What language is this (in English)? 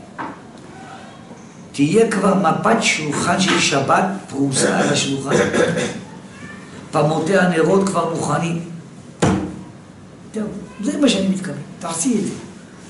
Hebrew